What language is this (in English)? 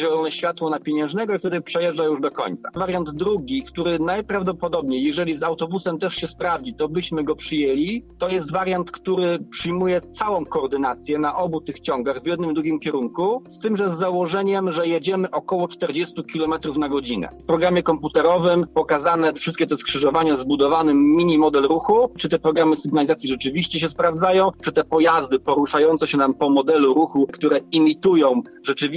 Polish